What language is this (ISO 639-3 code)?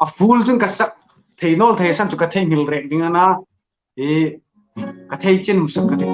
hmr